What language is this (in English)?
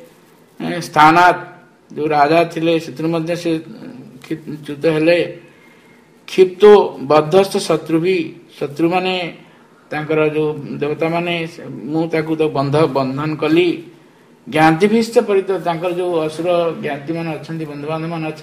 Odia